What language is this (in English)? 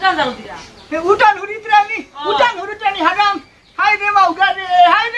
Sylheti